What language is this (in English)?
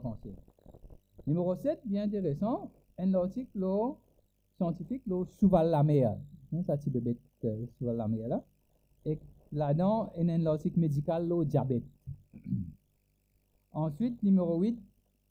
Morisyen